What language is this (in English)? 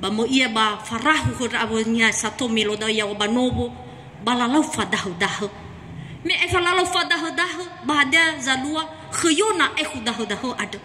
Nias